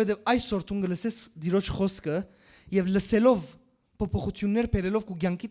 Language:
Western Armenian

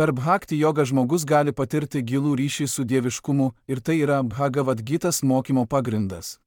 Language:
Lithuanian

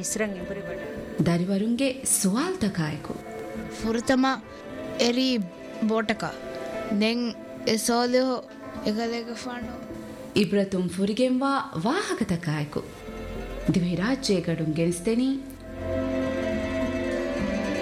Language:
Divehi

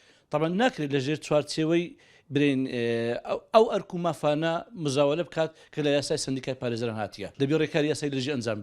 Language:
Central Kurdish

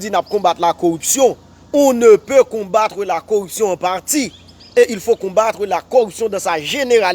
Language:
Haitian Creole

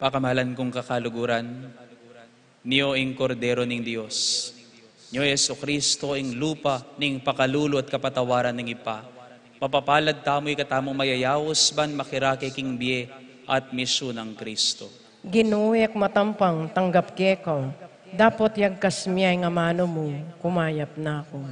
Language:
Pampanga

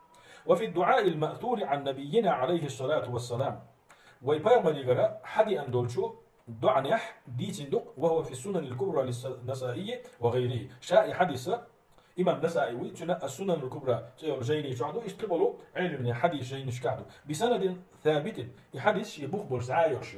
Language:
Chechen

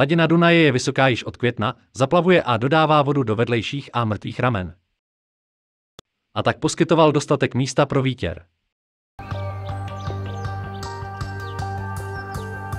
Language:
Czech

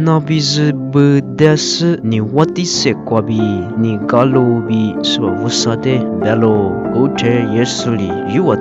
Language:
Lisu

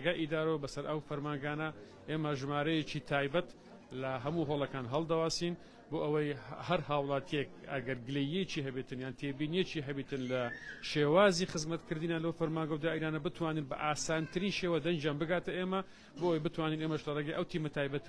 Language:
Central Kurdish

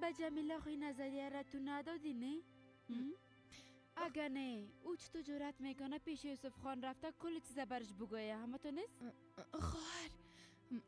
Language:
Persian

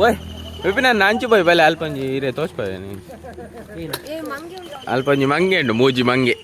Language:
Tulu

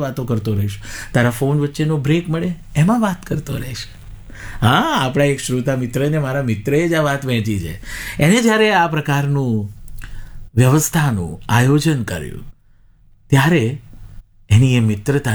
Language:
Gujarati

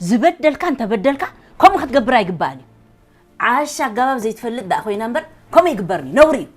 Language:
Tigrinya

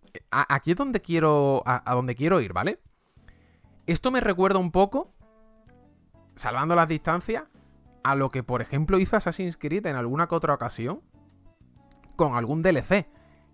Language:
Spanish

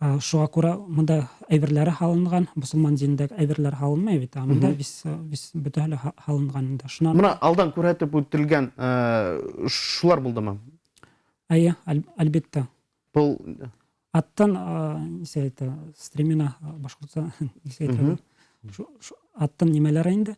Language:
Bashkir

